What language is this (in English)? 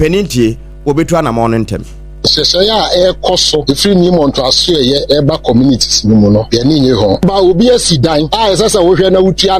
Akan